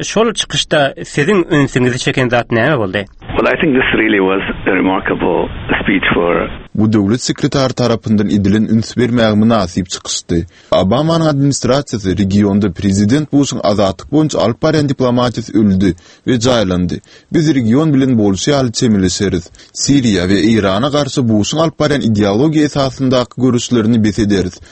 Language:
Turkmen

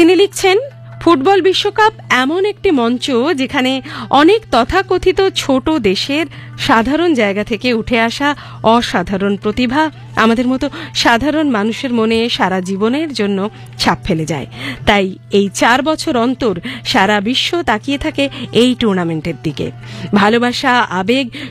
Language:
Bangla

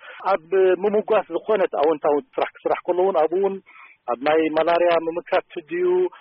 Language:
Tigrinya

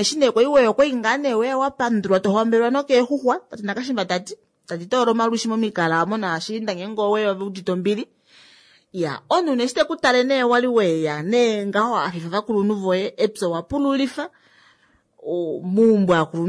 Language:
Kuanyama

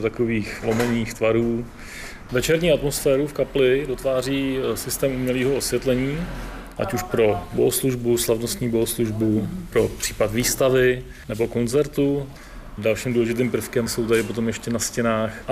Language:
Czech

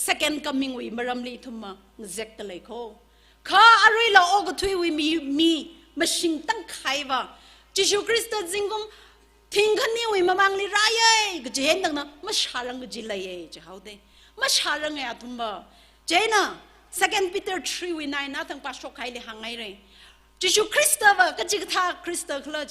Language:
Tangkhul Naga (India)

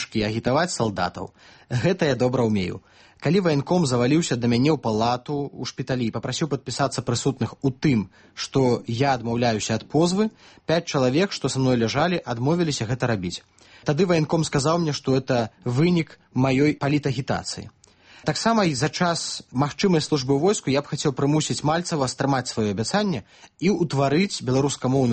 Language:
Belarusian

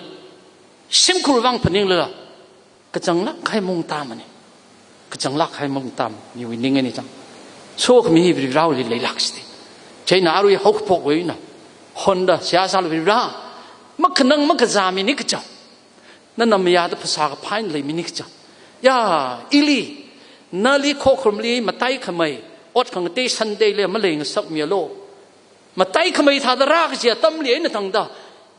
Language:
Tangkhul Naga (India)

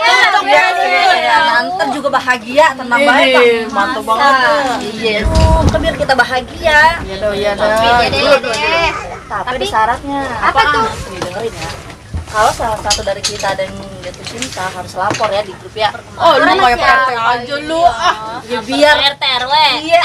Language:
Betawi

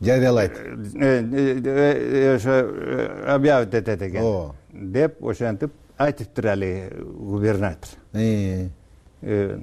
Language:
Kyrgyz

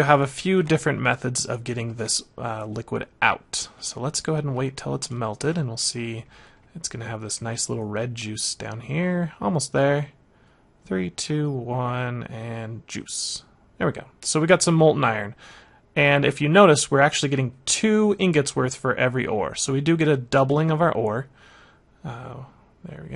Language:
English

